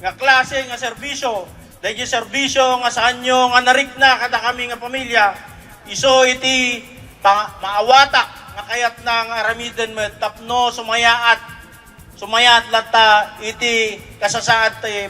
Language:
Iloko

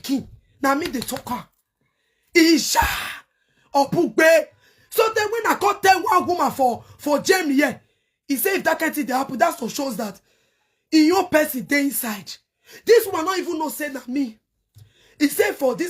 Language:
Nigerian Pidgin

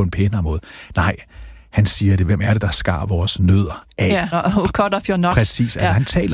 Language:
Danish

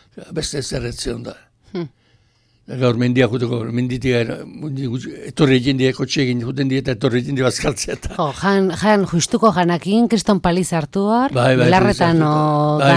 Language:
Basque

